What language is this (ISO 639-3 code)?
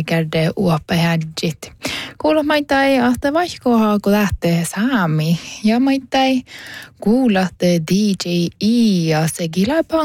sme